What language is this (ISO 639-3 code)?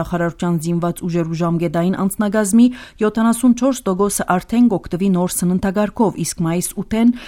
hye